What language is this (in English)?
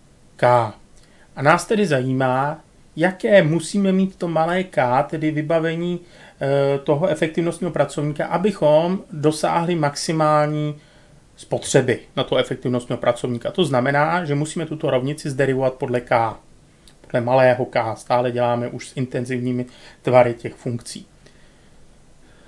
Czech